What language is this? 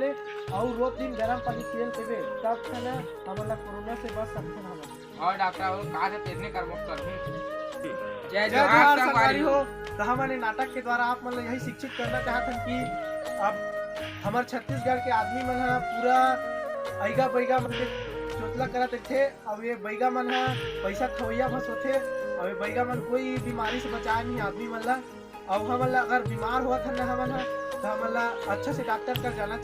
Chhattisgarhi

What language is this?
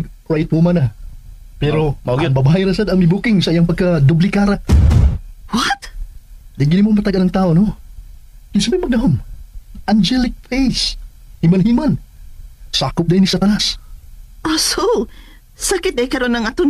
Cebuano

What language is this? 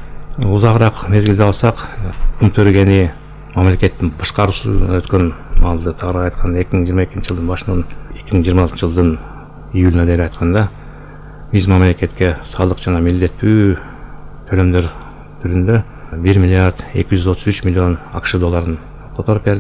Kyrgyz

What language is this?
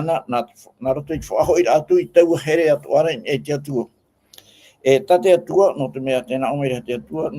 Tahitian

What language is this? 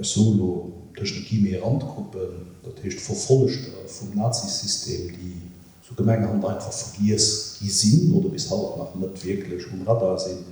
Luxembourgish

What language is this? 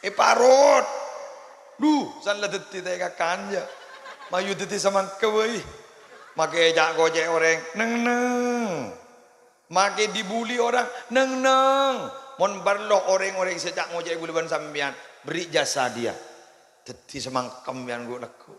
Madurese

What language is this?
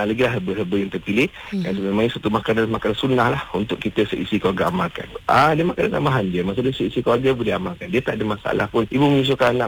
Malay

